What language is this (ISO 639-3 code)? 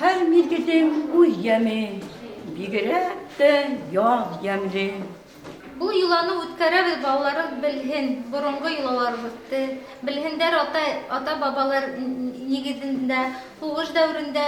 bak